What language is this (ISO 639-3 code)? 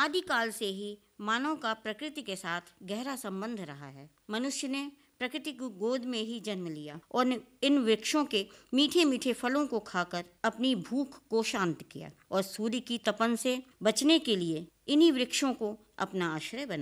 hin